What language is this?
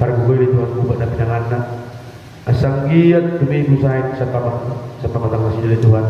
Batak Toba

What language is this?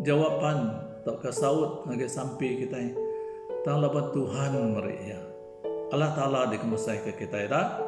Iban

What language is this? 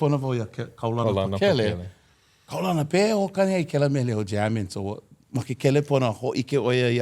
Hawaiian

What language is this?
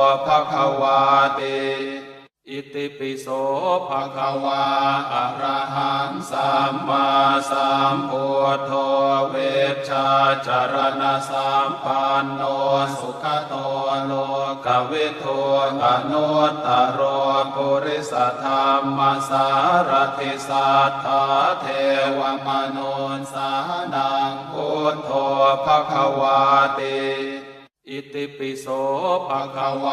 Pali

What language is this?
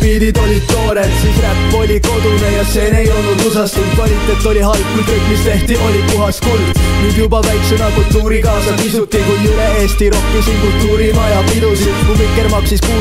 Estonian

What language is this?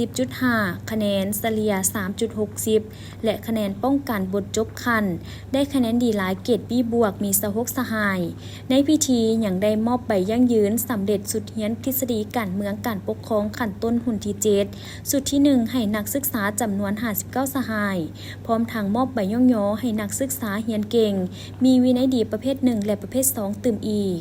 Lao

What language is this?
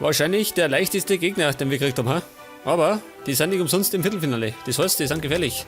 Bavarian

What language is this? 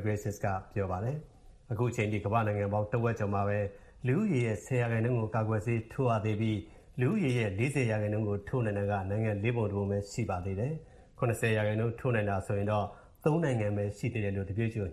Burmese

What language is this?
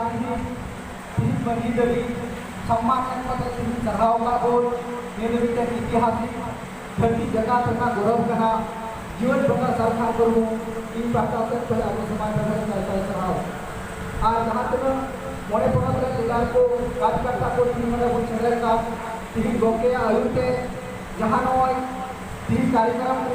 Santali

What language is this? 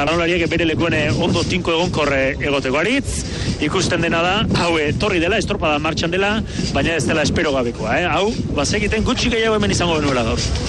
Basque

